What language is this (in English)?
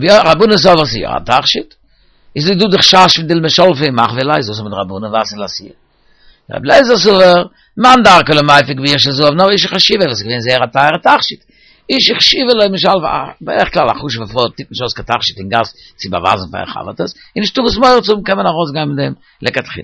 Yiddish